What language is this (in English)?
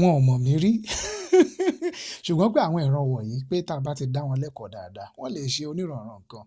Yoruba